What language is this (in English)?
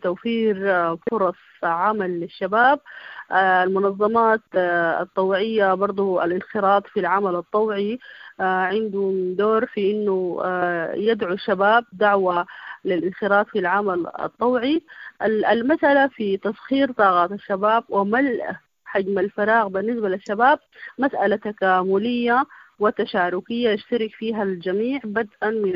Sudanese Arabic